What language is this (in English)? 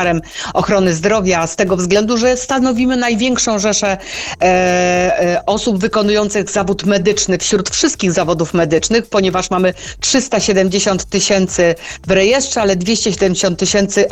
Polish